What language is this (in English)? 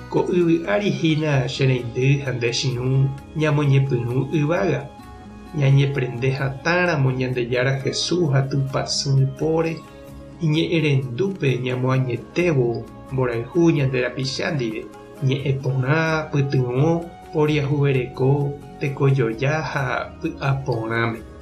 Guarani